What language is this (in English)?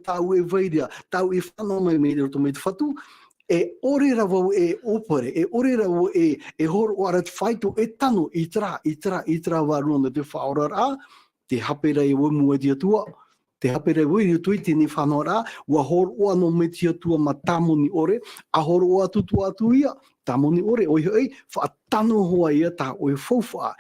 Tahitian